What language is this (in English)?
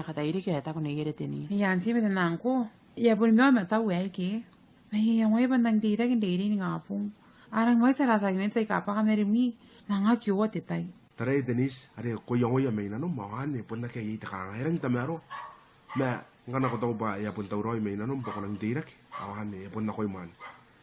Gilbertese